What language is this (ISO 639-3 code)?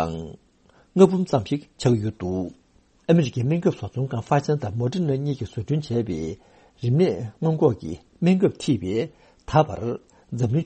bod